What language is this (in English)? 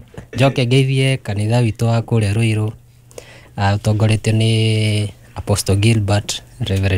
Kikuyu